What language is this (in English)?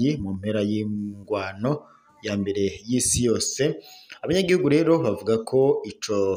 Rundi